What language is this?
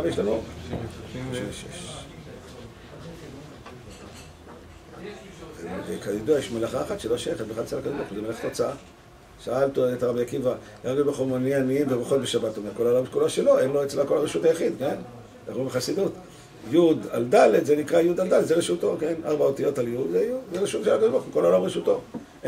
Hebrew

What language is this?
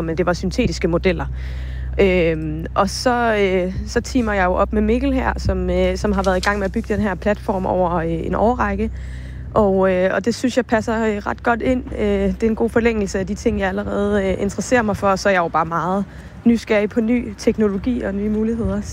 Danish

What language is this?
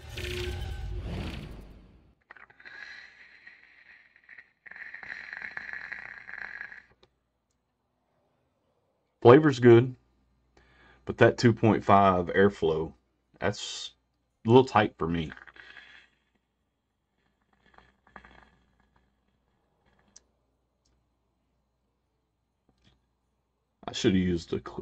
English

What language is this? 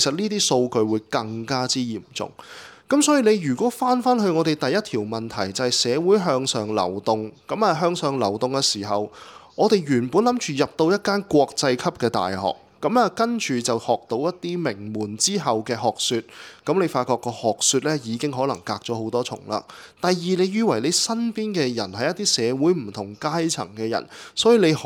Cantonese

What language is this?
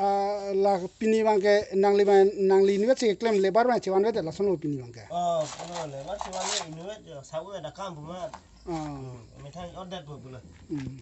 Karbi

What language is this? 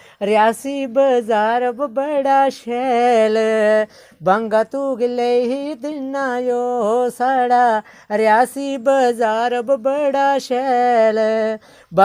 Dogri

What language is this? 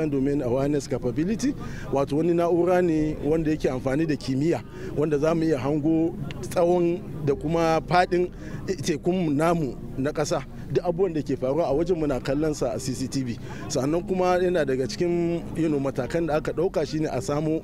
Hausa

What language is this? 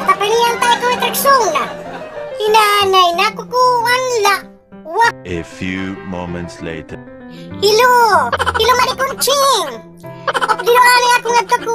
Waray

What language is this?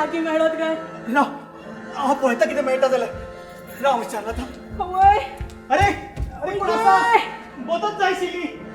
Konkani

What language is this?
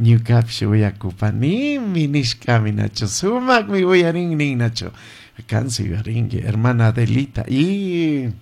Chimborazo Highland Quichua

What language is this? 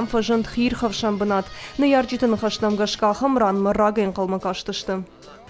Ossetic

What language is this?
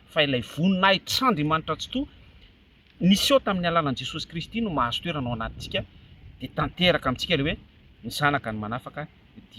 Malagasy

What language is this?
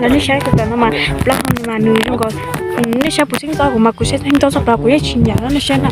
Hmong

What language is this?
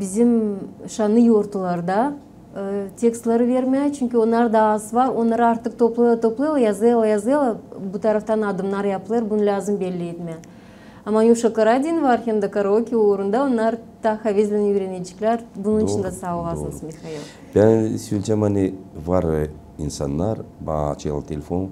Gagauz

